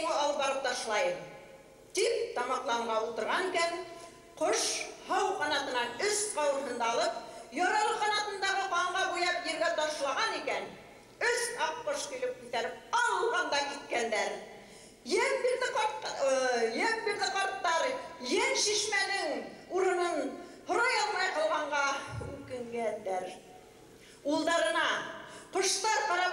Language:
Bashkir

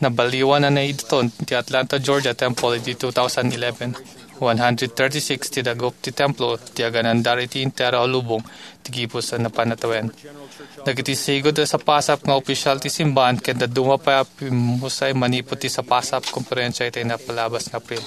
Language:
Iloko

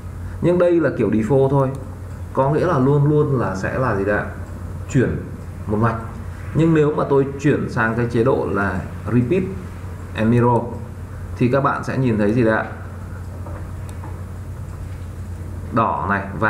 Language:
Vietnamese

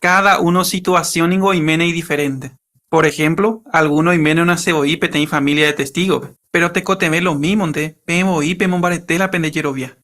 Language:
Guarani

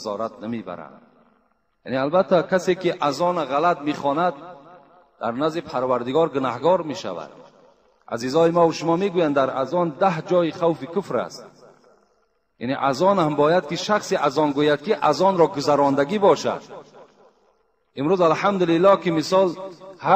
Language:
Persian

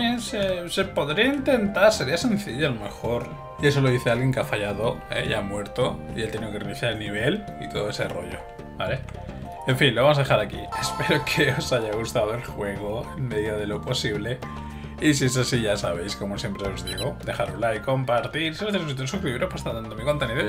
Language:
Spanish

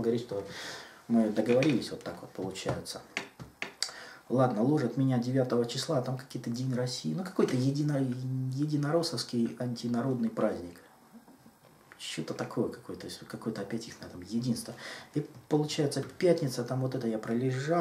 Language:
Russian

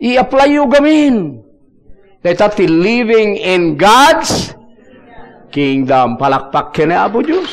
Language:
Iloko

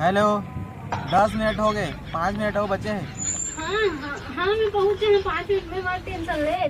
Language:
Chhattisgarhi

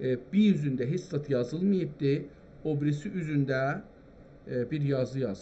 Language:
South Azerbaijani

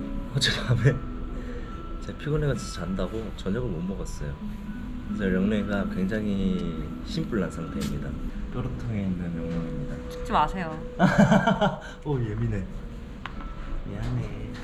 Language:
Korean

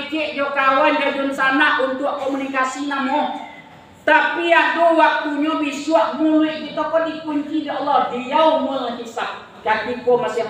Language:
Minangkabau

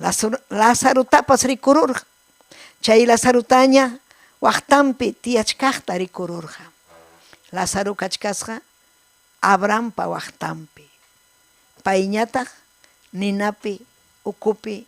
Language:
Ayacucho Quechua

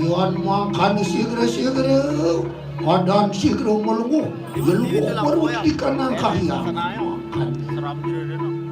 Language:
Balinese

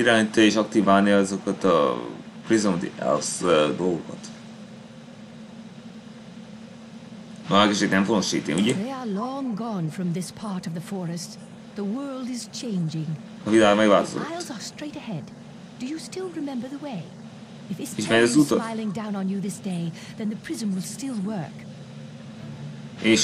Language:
Hungarian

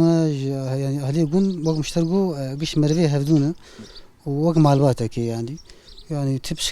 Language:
Kurdish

